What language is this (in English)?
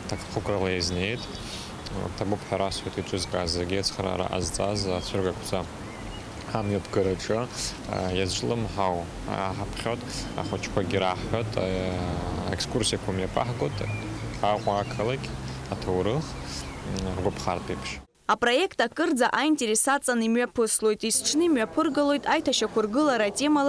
Abkhazian